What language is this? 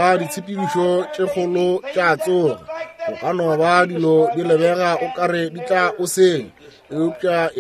Northern Sotho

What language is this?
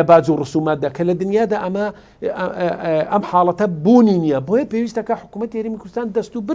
Central Kurdish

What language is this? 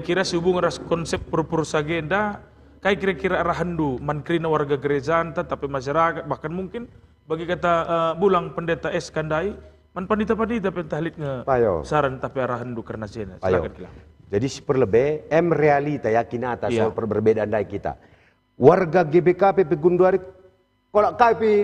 Batak Karo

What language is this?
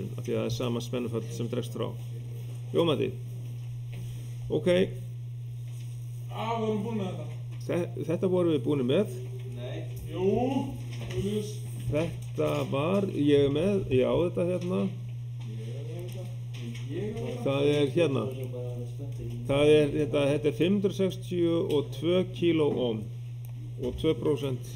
Icelandic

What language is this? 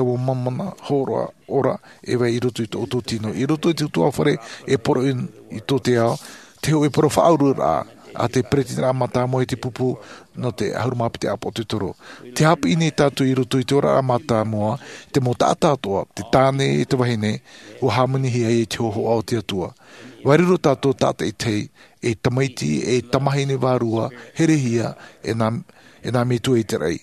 Tahitian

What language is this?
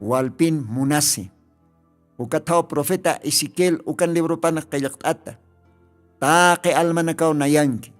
Aymara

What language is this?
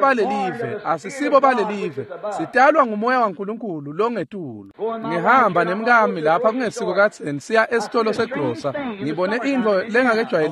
Swati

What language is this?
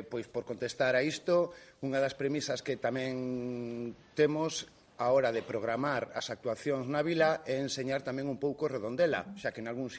Galician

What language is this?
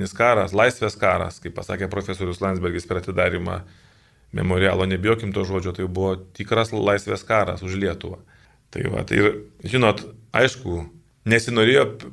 Lithuanian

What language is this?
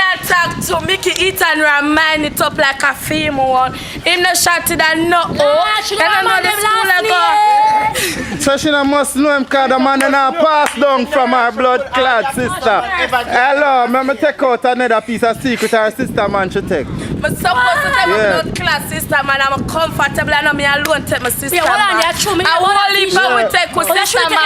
Jamaican Creole English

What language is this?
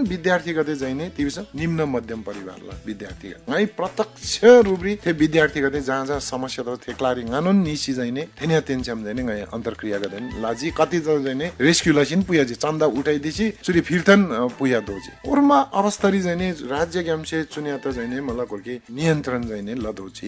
Eastern Tamang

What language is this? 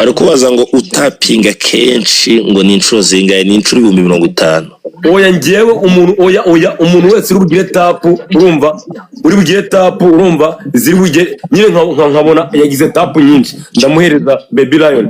Kinyarwanda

